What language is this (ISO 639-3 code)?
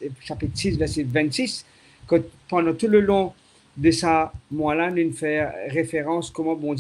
mfe